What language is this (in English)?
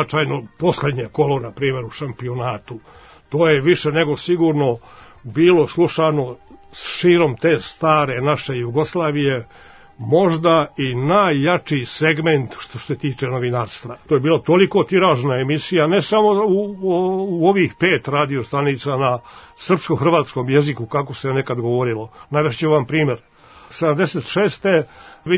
Serbian